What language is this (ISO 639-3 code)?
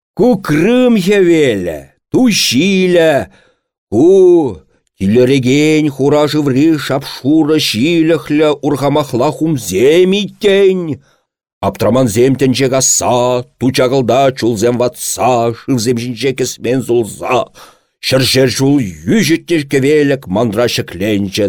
chv